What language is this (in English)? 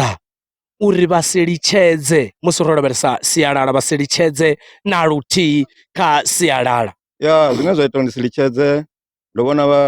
Venda